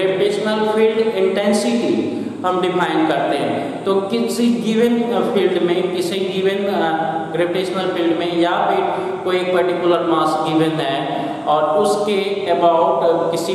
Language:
Hindi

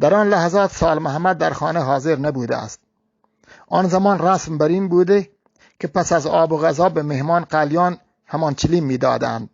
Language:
Eastern Balochi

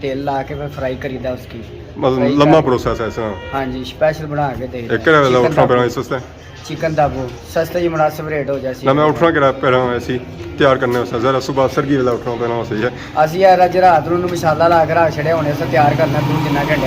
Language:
Pahari-Potwari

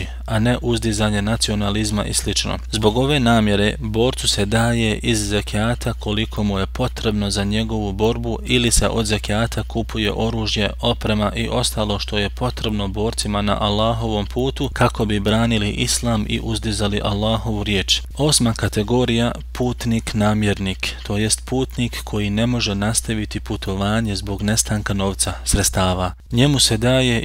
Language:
Bosnian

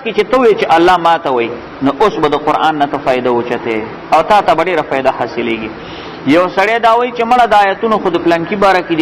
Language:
Pashto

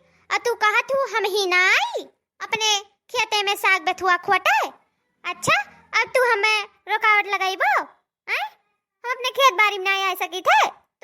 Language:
Awadhi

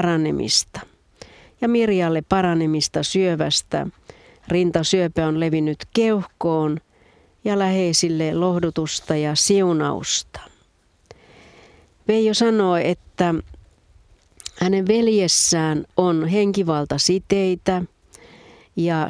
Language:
Finnish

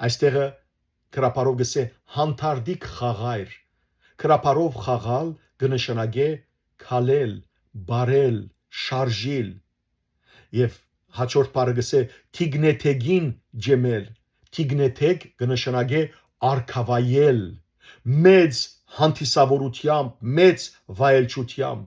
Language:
Western Armenian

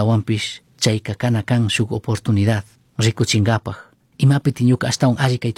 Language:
Chimborazo Highland Quichua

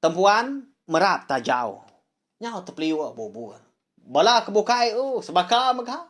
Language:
Iban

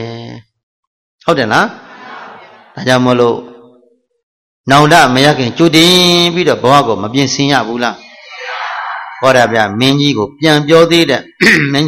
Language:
Burmese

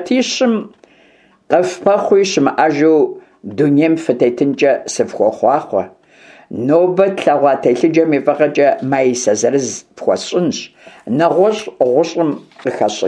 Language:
Kabardian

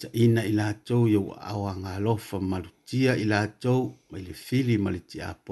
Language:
Samoan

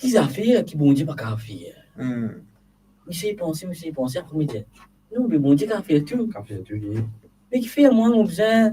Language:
Morisyen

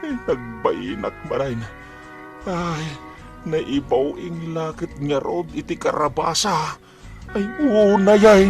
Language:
Iloko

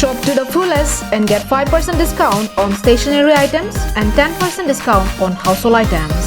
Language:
Karbi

